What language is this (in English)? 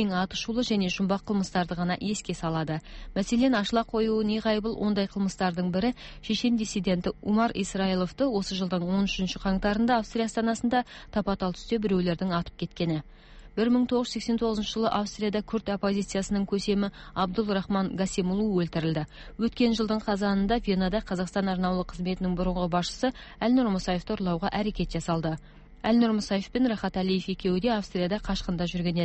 Kazakh